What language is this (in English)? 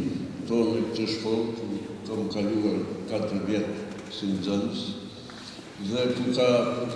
Albanian